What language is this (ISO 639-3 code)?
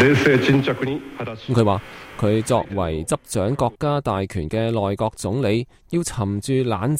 yue